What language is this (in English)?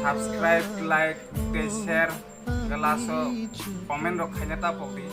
Kok Borok